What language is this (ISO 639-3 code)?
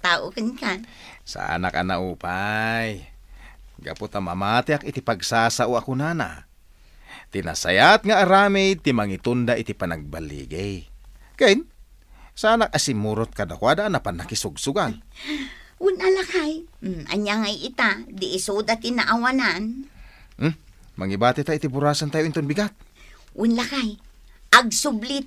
ilo